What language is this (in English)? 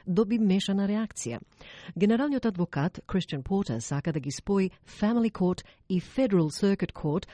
Macedonian